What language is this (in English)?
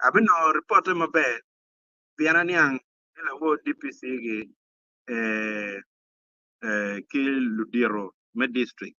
Acoli